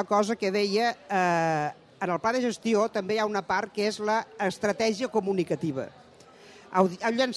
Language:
Catalan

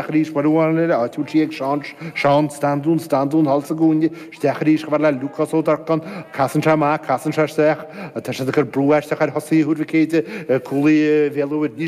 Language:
Irish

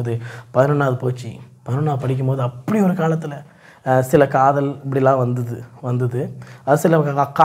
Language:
Tamil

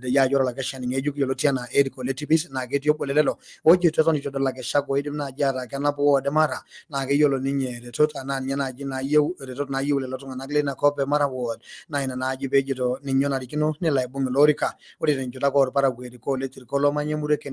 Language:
Masai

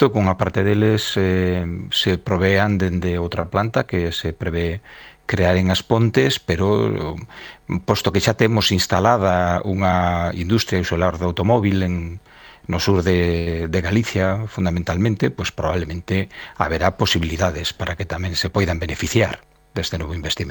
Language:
Galician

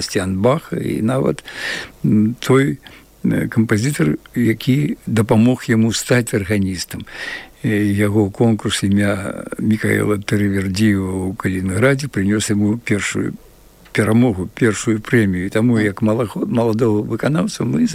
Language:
Belarusian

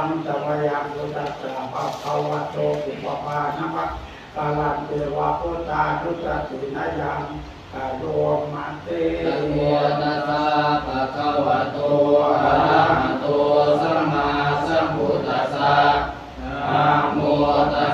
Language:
Pali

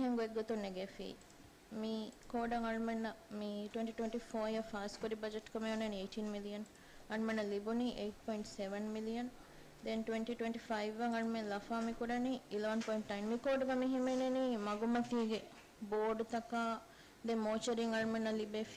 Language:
Divehi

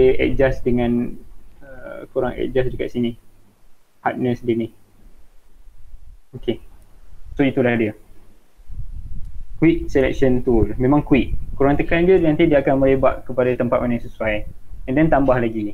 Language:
Malay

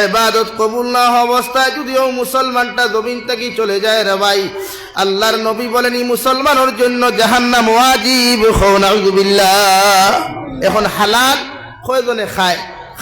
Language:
Sylheti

